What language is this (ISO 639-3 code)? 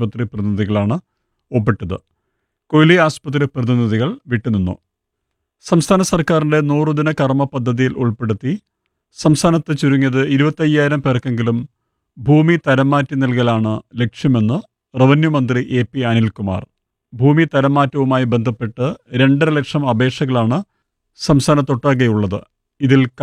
mal